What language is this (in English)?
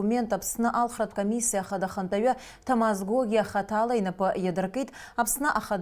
Abkhazian